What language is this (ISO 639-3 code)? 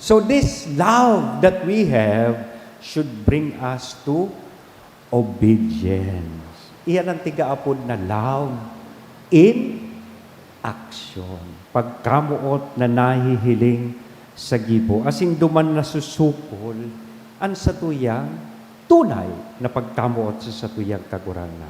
bik